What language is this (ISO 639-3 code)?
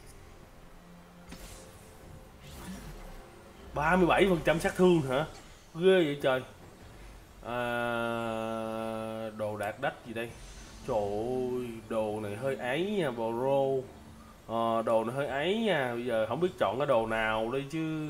vie